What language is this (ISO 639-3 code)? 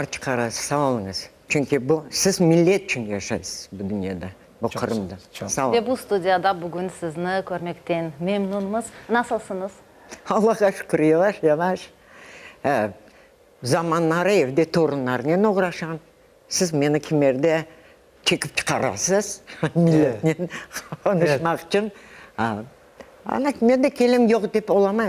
crh